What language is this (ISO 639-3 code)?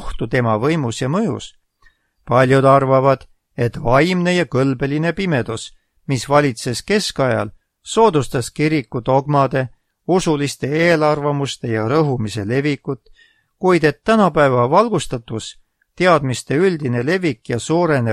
est